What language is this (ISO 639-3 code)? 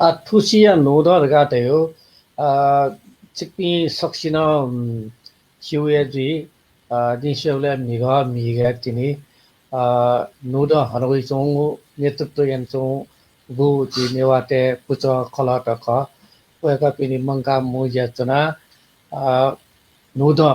new